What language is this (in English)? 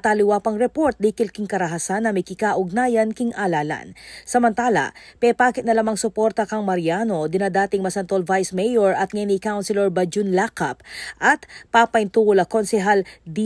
Pampanga